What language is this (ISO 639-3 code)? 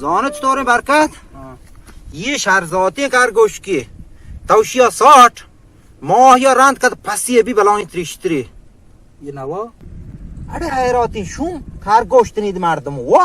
bal